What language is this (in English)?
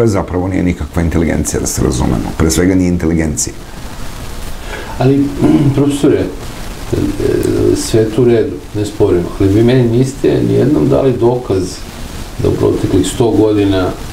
Serbian